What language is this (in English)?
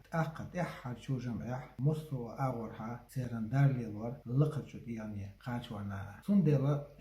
Chechen